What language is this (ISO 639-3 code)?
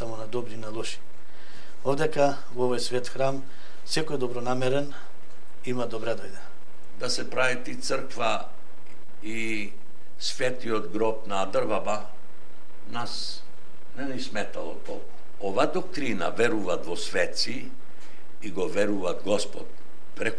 mkd